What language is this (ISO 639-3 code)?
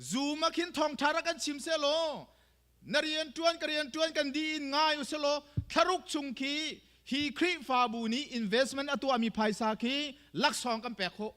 cnh